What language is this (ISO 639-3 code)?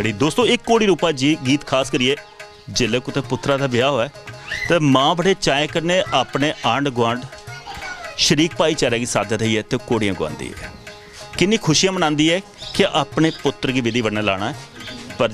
doi